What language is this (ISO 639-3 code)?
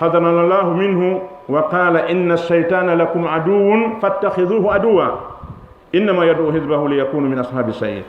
ful